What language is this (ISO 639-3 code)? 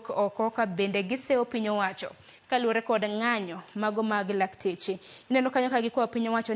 luo